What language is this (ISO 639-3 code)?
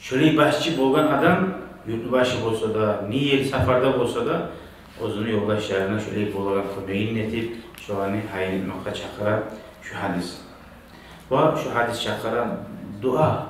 kum